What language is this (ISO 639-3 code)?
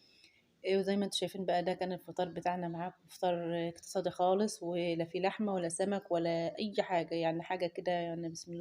arz